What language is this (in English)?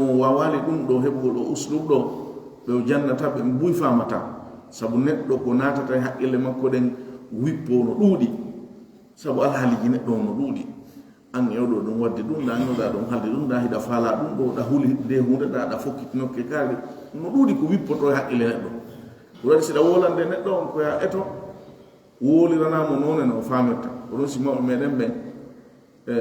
Fula